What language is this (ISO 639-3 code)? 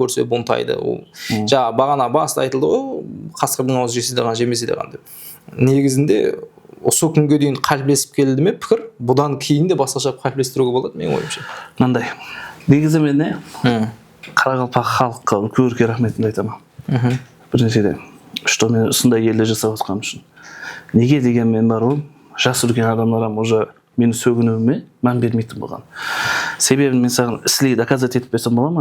kaa